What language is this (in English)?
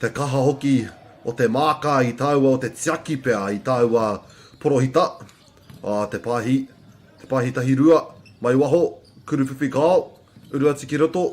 Māori